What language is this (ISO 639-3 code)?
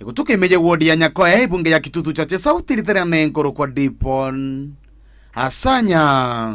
guz